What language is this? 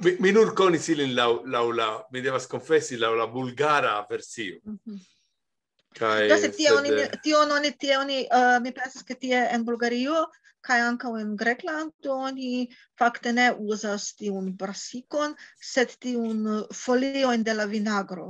Esperanto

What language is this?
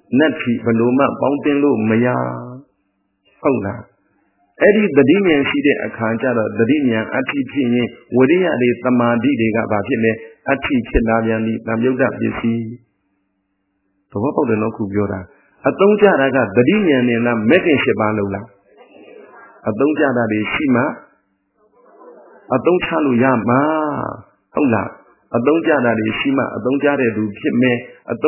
Burmese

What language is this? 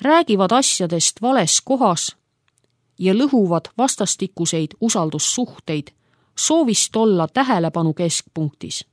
Estonian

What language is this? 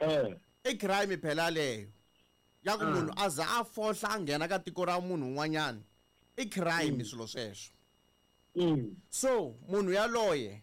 Tsonga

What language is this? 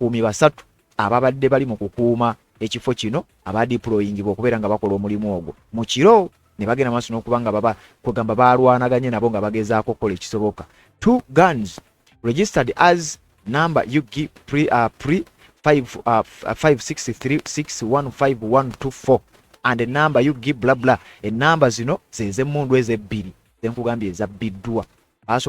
Ganda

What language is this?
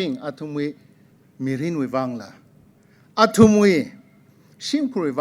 Tangkhul Naga (India)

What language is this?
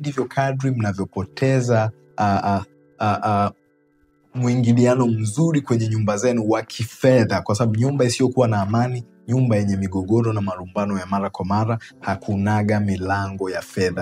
Swahili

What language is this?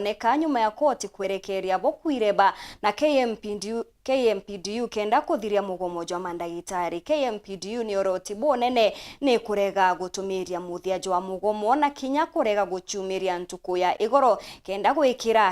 Meru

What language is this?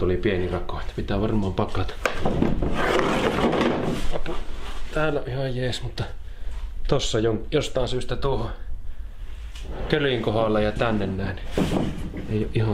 Finnish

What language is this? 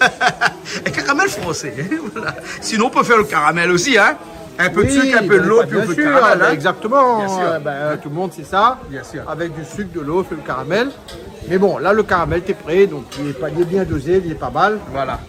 Réunion Creole French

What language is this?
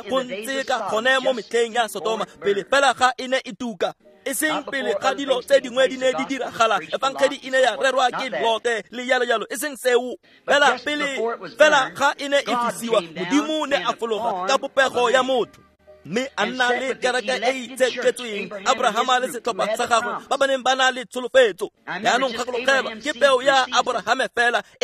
Tswana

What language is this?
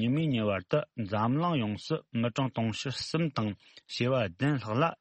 Tibetan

